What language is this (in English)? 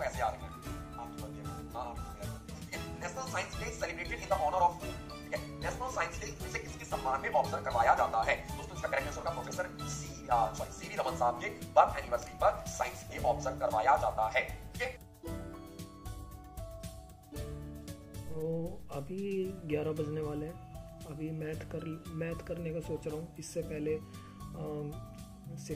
Hindi